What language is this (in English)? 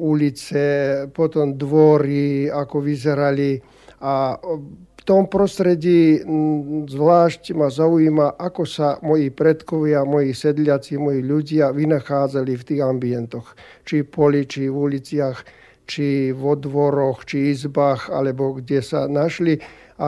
Slovak